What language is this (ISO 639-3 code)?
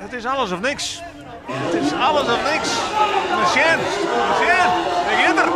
fry